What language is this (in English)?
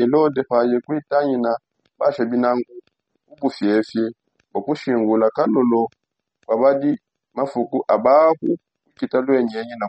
Songe